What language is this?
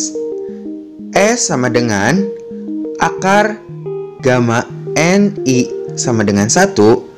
Indonesian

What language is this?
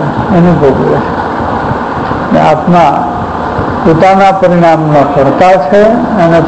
Gujarati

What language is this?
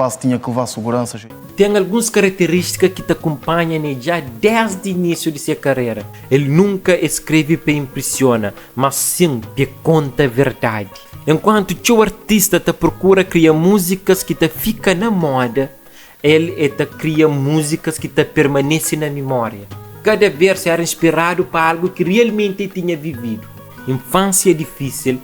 Kabuverdianu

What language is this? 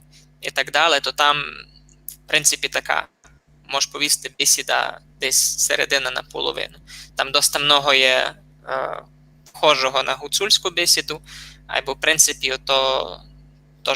Rusyn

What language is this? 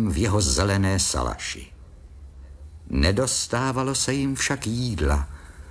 Czech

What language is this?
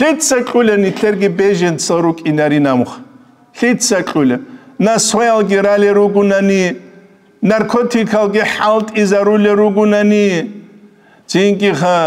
Avaric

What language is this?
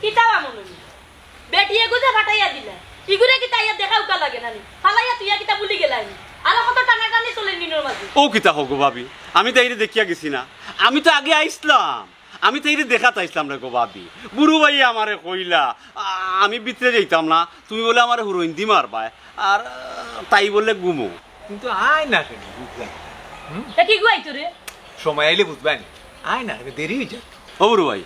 Sylheti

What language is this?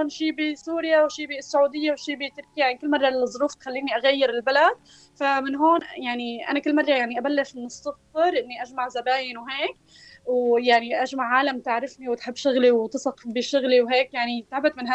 North Levantine Arabic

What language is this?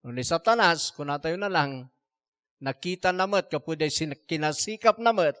Iloko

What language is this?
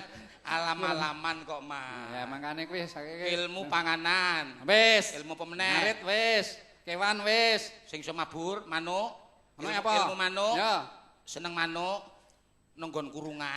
Javanese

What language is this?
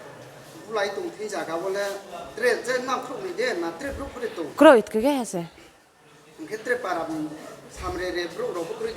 Riang (India)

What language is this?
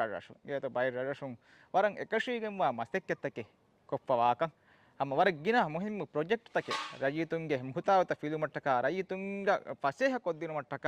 Divehi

